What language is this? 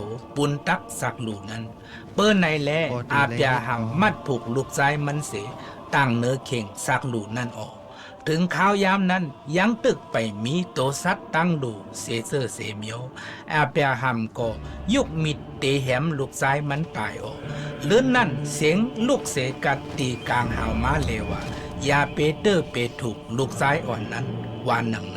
Shan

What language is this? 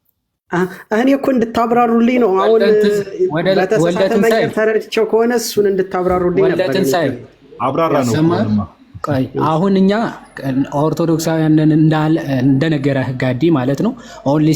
Amharic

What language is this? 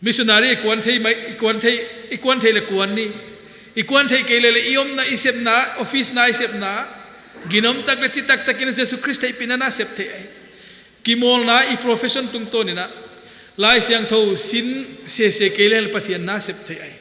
Paite Chin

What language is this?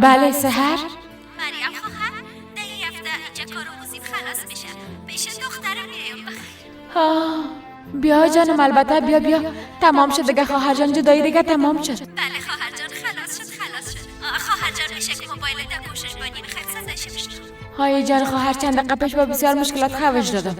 Persian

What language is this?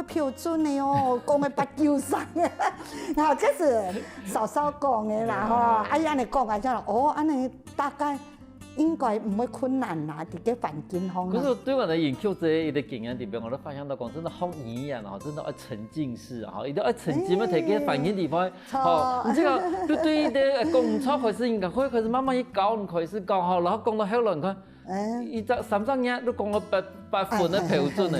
Hakka Chinese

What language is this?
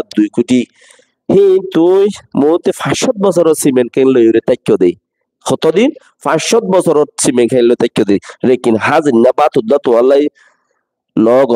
Rohingya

